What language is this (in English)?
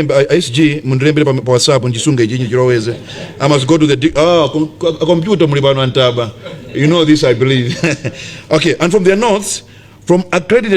Nyanja